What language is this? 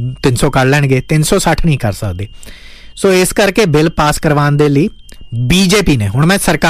Punjabi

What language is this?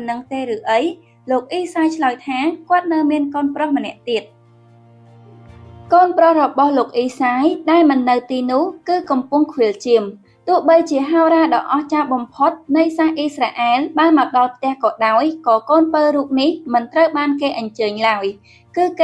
Khmer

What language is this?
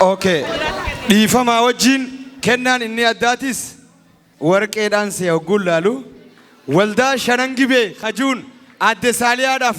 Oromo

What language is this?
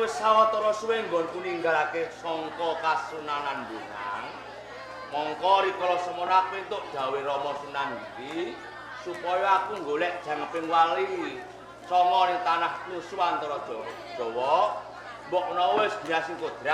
Javanese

